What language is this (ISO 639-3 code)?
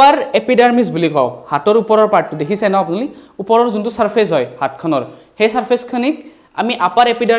asm